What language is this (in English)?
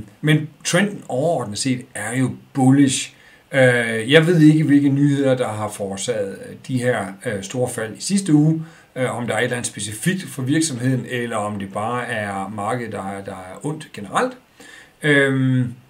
Danish